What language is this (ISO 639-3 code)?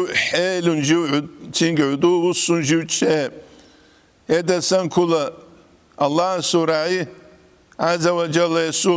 ava